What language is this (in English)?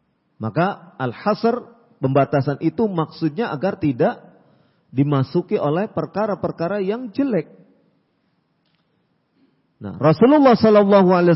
Indonesian